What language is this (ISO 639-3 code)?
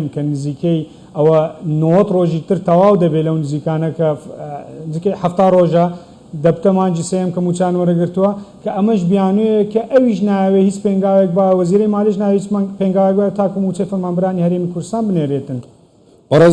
ckb